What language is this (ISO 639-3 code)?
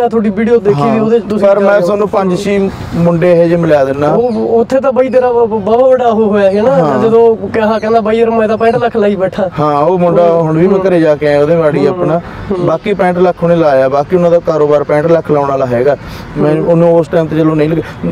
pan